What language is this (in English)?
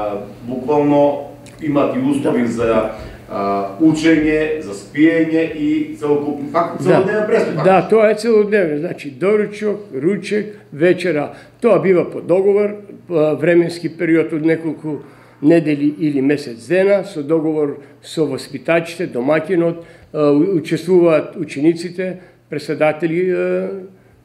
Macedonian